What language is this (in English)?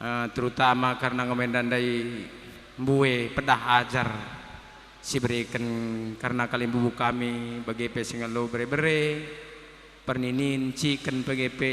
Batak Karo